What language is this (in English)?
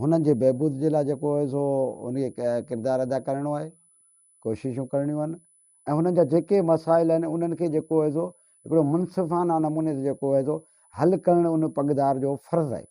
Sindhi